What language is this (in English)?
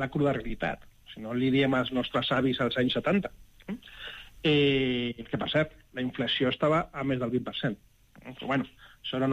Catalan